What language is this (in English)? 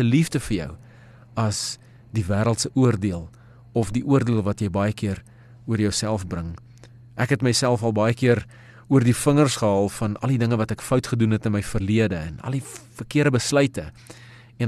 Afrikaans